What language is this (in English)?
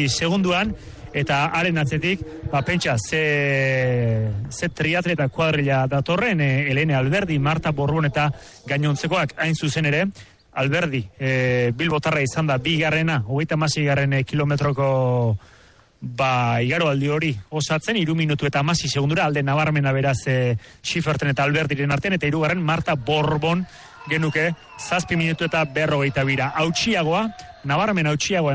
Basque